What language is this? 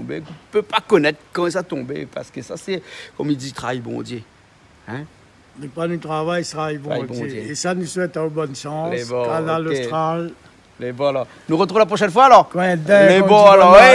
Réunion Creole French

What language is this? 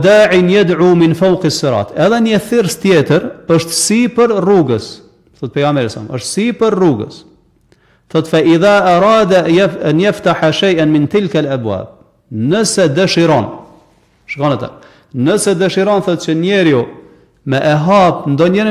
Albanian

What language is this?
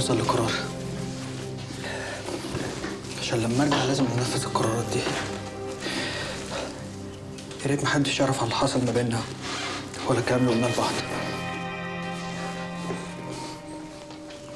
Egyptian Arabic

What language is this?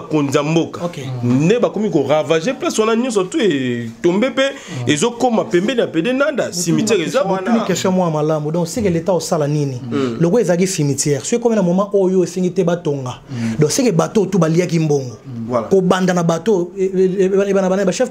Lingala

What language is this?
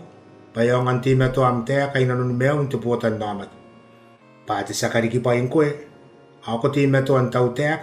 Gilbertese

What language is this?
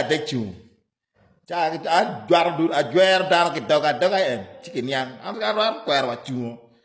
Acoli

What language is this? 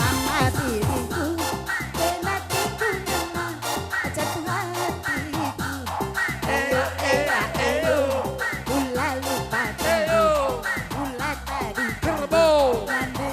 Batak Karo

